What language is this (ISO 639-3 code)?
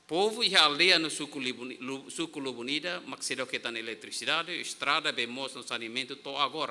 tet